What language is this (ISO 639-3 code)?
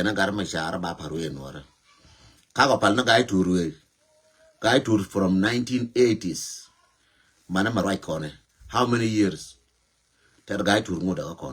nus